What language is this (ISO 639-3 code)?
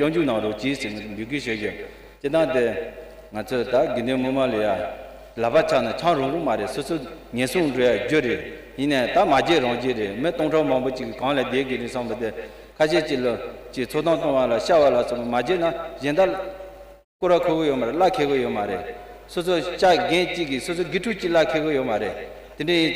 bod